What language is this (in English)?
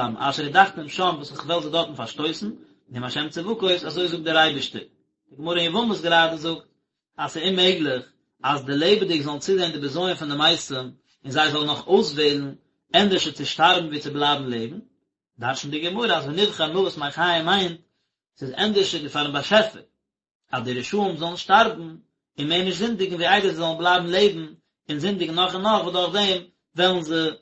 Yiddish